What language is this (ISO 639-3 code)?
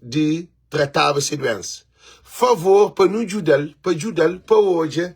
kea